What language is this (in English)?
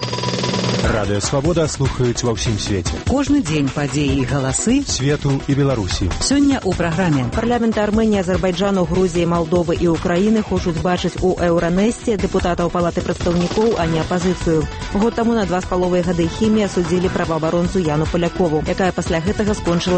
Belarusian